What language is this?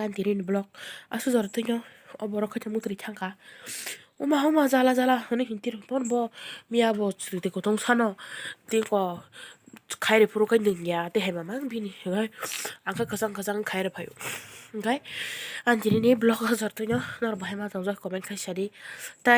Kok Borok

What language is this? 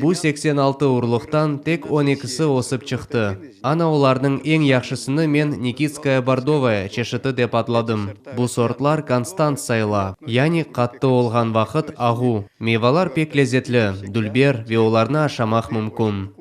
Crimean Tatar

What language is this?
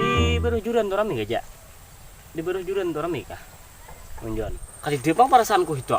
Banjar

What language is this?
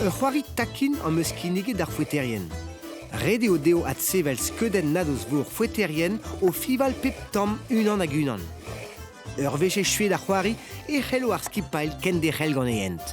Breton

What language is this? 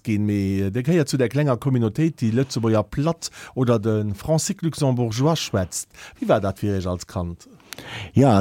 Luxembourgish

